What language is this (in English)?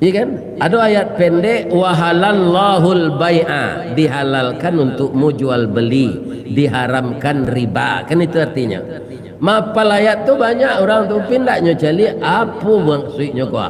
Minangkabau